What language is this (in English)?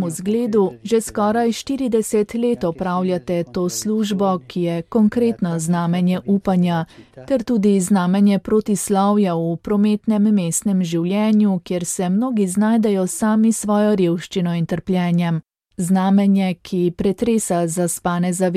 Slovenian